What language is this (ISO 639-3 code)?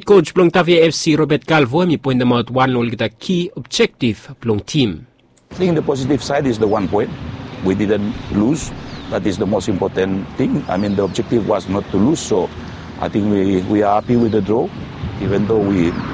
bis